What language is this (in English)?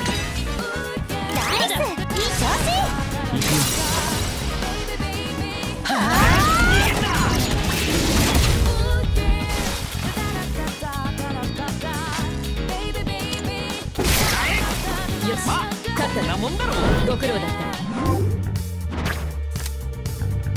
Japanese